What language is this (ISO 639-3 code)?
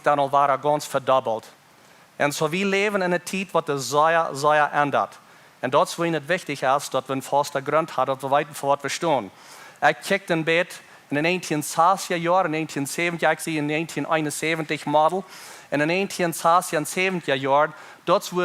pdt